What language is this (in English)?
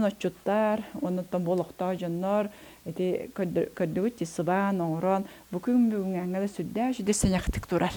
Yakut